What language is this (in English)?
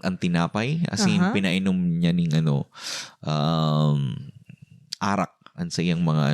Bikol